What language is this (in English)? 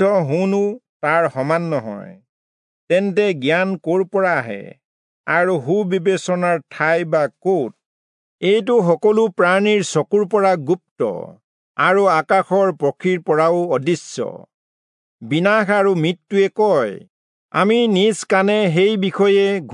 Assamese